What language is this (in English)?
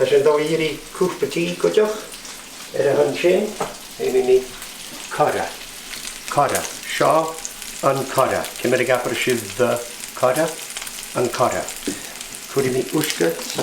Scottish Gaelic